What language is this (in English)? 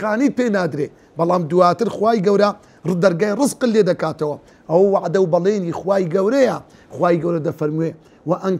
Central Kurdish